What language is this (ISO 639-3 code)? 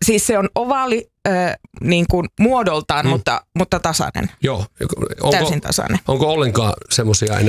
fin